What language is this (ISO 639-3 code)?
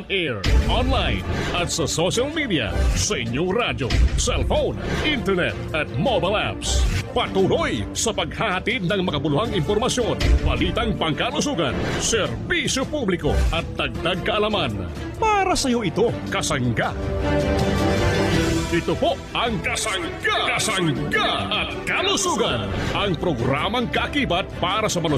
fil